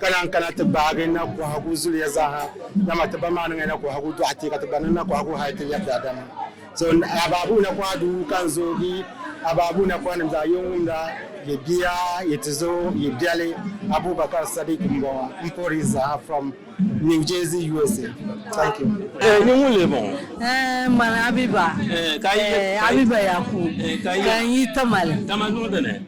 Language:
Dagbani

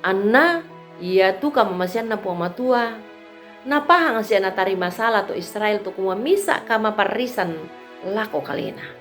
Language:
Toraja-Sa'dan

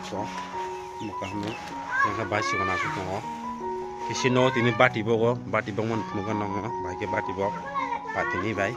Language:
Kok Borok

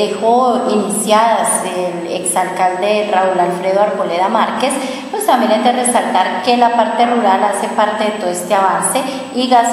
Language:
Spanish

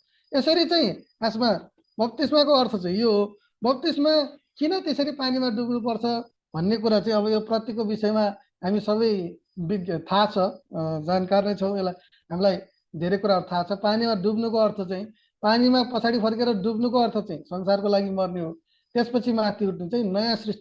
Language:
Nepali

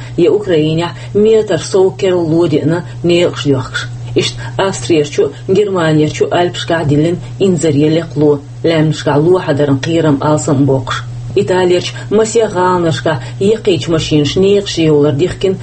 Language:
Chechen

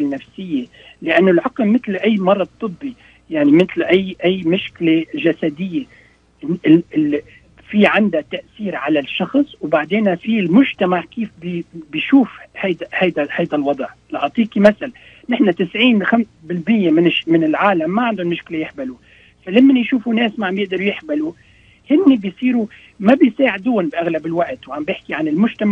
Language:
North Levantine Arabic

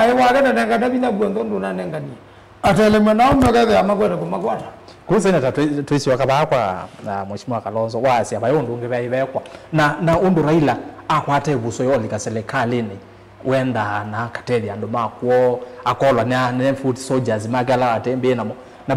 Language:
Kamba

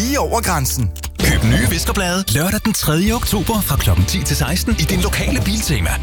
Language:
Danish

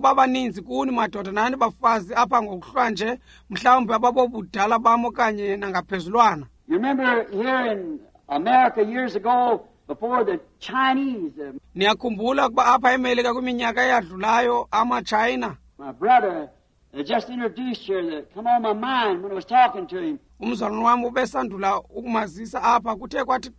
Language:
Xhosa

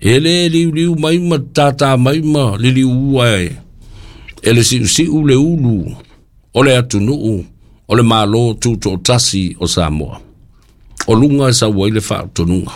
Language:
Samoan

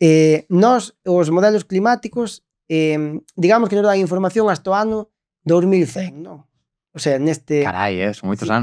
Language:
Galician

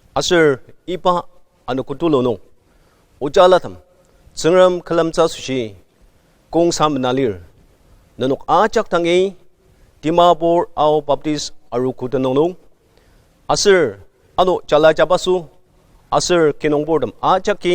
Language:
Ao Naga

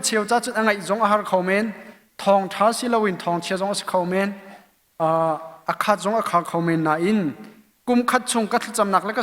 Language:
Hakha Chin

